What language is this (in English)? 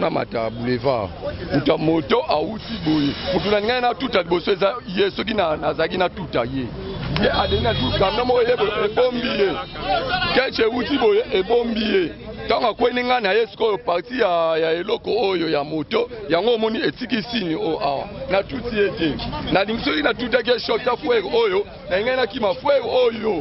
Lingala